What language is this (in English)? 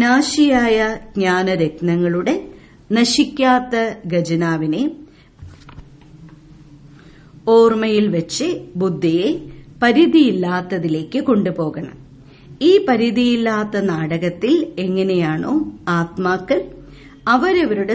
Malayalam